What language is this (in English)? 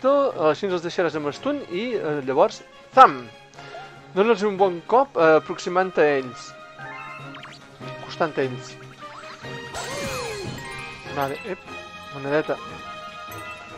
Catalan